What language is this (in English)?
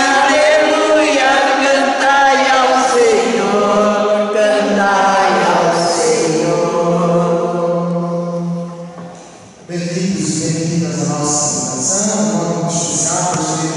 Portuguese